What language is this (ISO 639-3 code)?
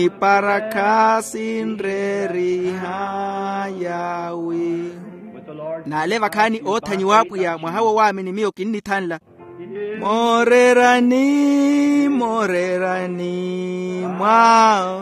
vmw